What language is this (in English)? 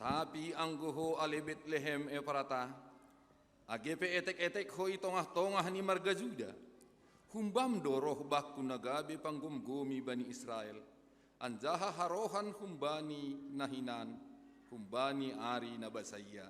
Batak Simalungun